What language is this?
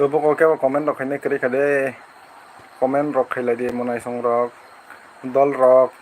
Kok Borok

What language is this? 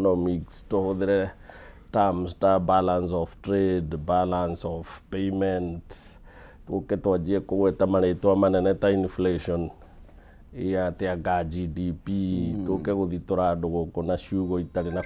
Kikuyu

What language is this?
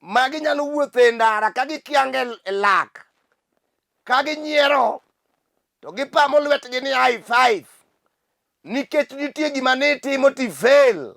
Luo (Kenya and Tanzania)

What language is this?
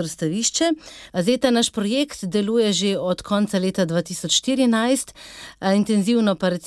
Slovenian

